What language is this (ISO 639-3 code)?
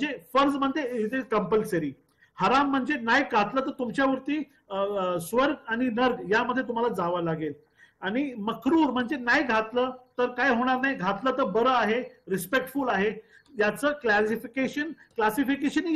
mar